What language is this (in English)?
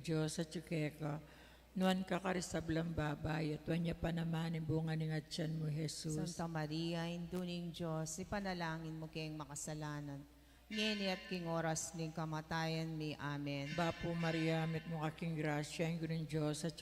Pampanga